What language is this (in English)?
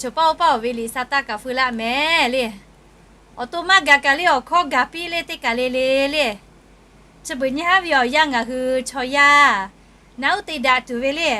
Lahu